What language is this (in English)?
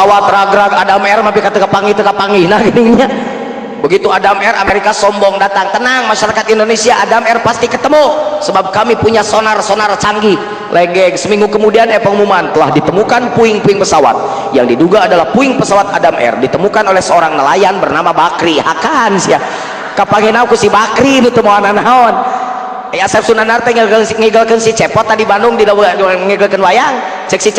Sundanese